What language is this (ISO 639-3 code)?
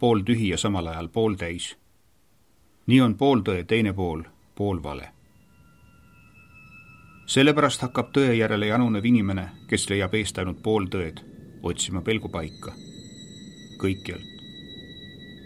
est